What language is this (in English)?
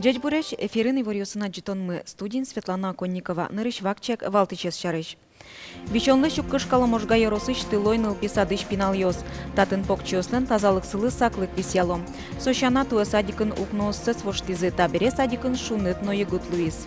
Udmurt